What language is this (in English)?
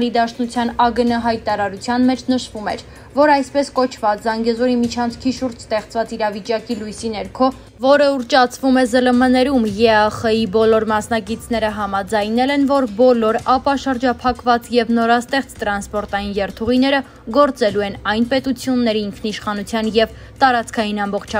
Armenian